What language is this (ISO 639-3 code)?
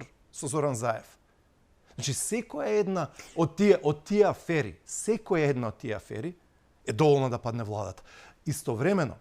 mkd